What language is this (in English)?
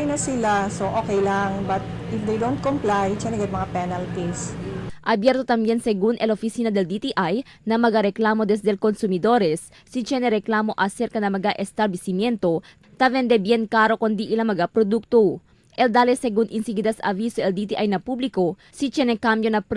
Chavacano